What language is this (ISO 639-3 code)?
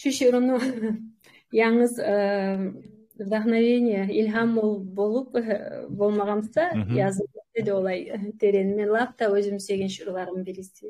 kum